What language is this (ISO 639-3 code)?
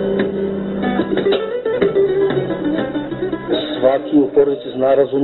srp